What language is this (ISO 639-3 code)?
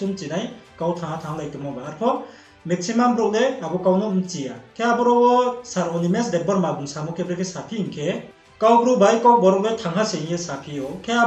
ria